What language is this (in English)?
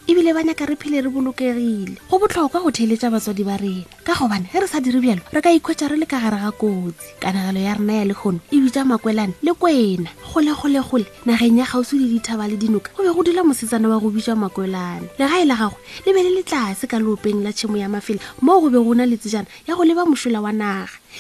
Northern Sotho